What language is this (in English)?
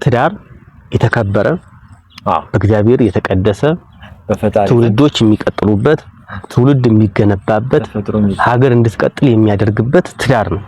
Amharic